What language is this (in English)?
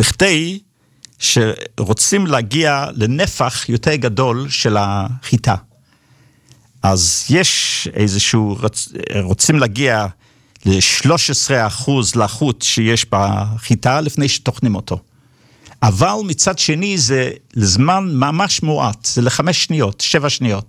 Hebrew